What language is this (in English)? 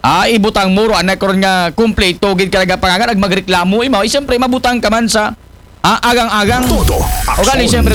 Aklanon